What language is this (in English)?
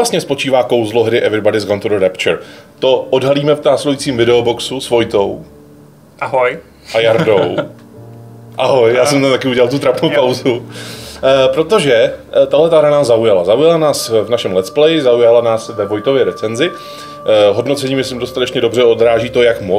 Czech